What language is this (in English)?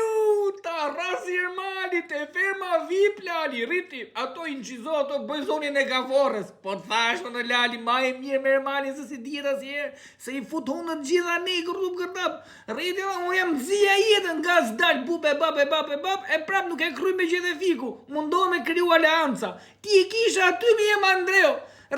Albanian